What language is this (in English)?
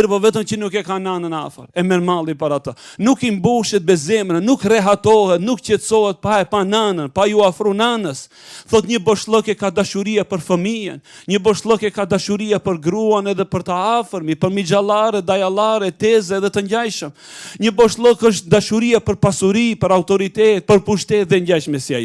Albanian